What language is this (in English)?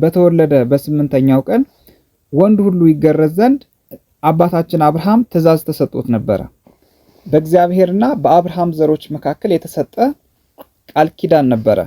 Amharic